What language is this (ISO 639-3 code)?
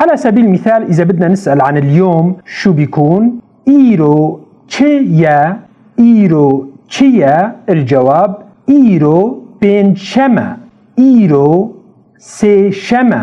apc